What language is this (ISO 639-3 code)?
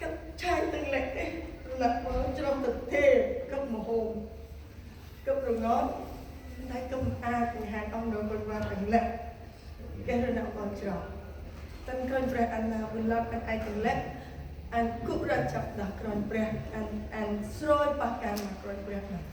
cmo